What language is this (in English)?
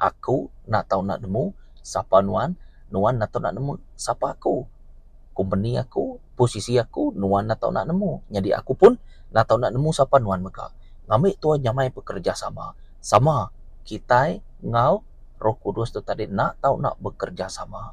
Iban